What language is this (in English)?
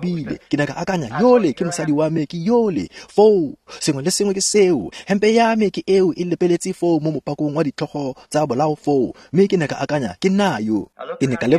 Tswana